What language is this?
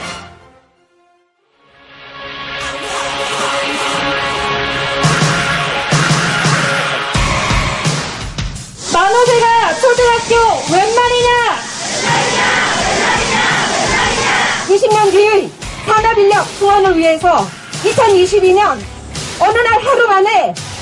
Korean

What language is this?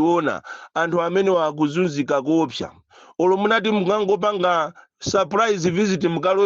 Nyanja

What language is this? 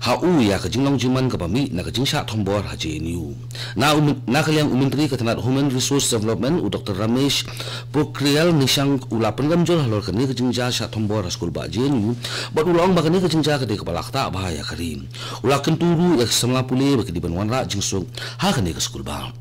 Khasi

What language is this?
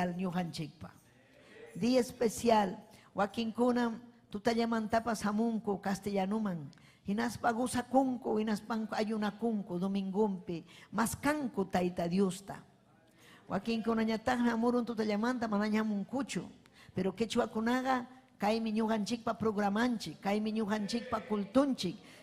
Ayacucho Quechua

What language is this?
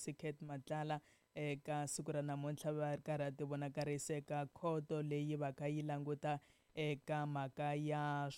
Tsonga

